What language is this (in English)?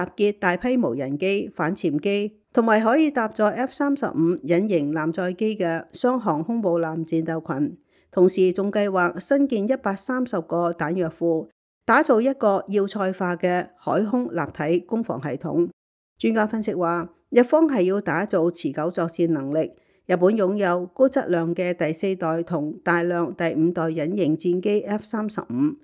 Cantonese